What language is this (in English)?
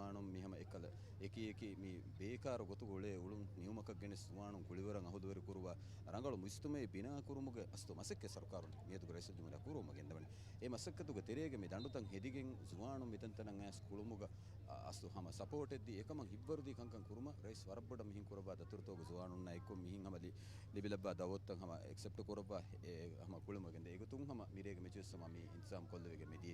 Divehi